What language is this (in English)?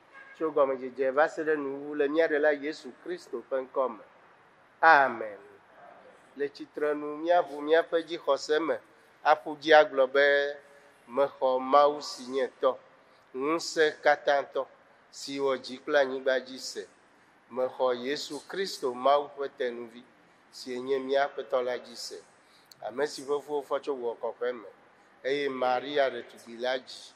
Ewe